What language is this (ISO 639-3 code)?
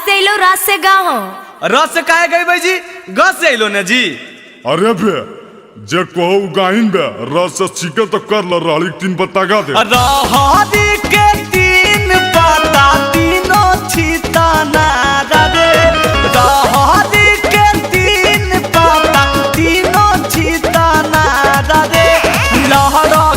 mag